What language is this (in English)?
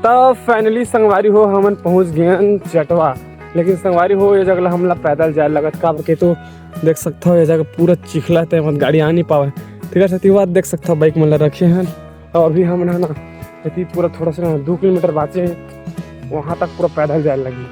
Chhattisgarhi